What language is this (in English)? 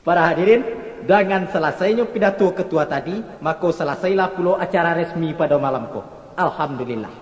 Minangkabau